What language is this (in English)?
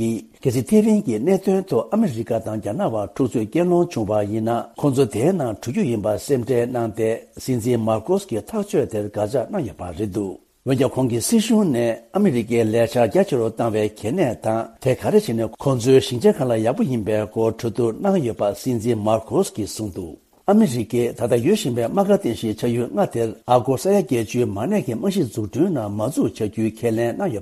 Tibetan